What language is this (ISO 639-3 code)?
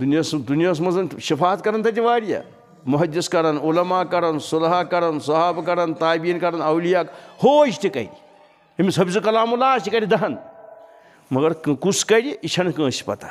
kas